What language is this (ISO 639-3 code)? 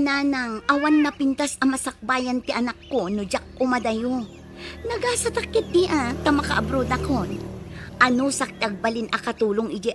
ilo